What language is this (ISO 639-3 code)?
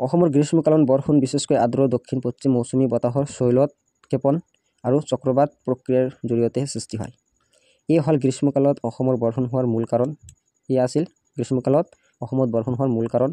asm